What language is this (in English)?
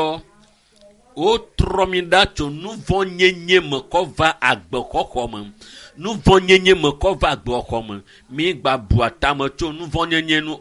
Ewe